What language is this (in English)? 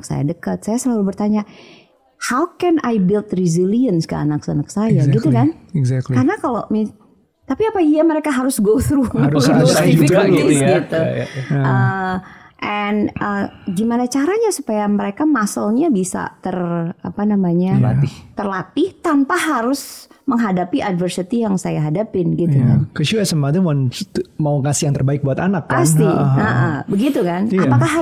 Indonesian